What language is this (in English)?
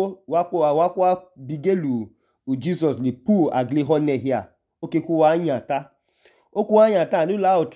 Idoma